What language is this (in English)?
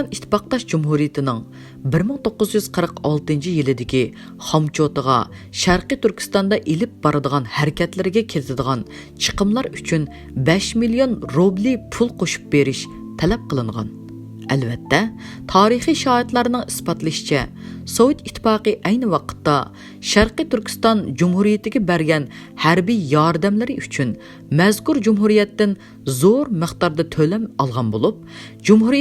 Uyghur